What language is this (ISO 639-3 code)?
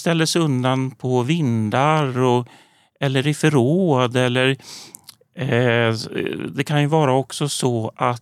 swe